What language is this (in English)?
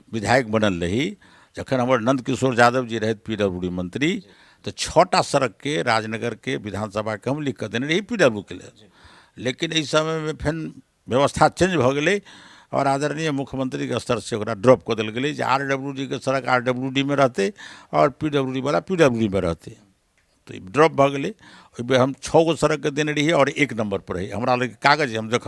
Maithili